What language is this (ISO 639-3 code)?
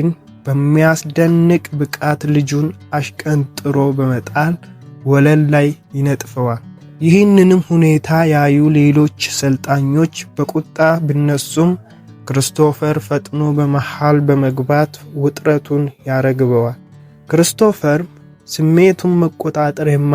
amh